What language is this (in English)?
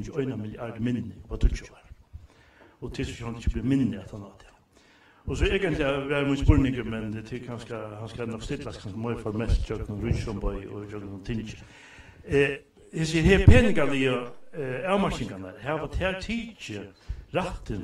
Faroese